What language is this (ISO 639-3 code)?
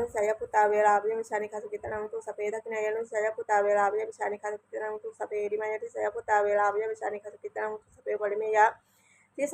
pli